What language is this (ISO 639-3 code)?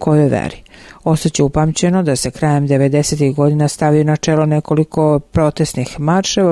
srp